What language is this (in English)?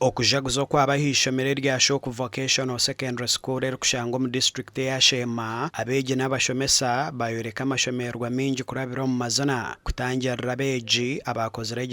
Nyankole